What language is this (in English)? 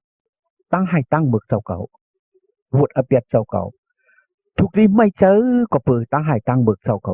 Shan